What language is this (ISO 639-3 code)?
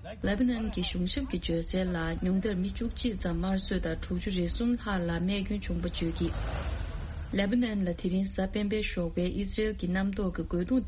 bod